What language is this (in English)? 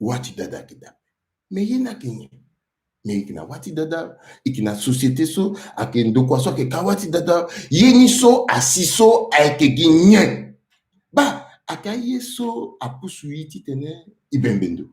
Sango